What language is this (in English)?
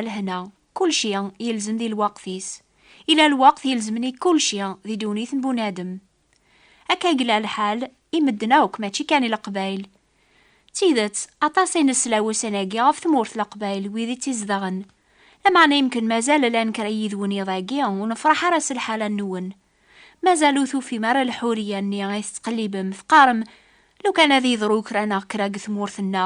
Kabyle